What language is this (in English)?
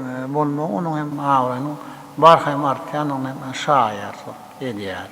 Turkmen